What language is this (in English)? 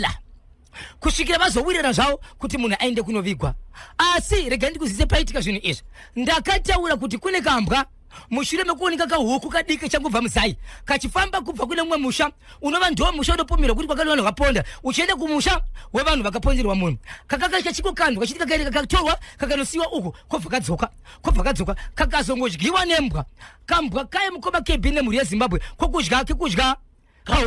Shona